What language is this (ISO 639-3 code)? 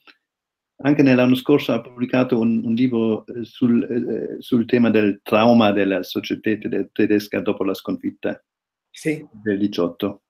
ita